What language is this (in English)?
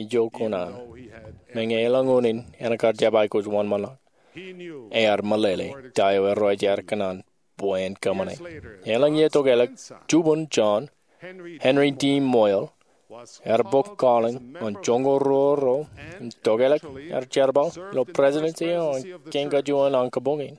Marshallese